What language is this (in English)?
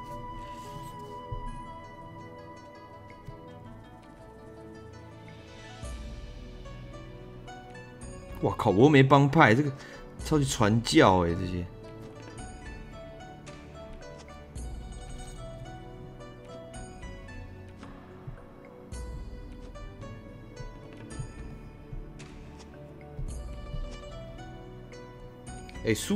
Chinese